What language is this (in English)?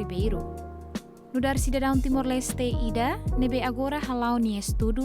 Tetum